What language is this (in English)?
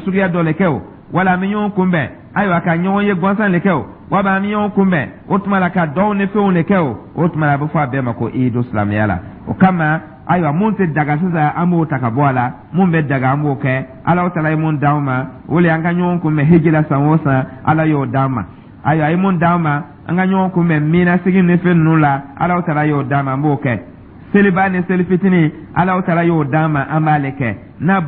Dyula